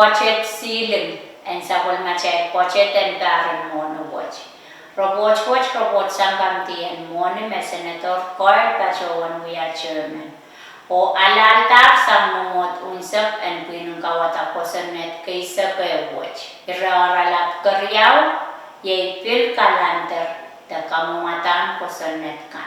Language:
Pohnpeian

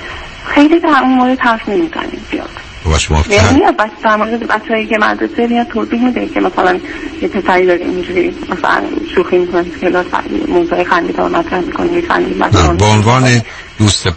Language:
Persian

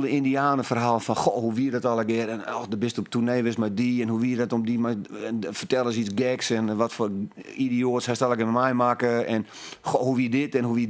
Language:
Western Frisian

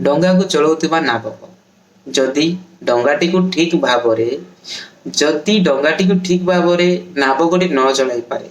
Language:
Odia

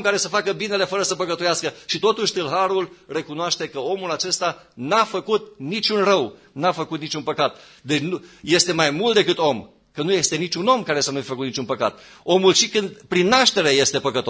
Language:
Romanian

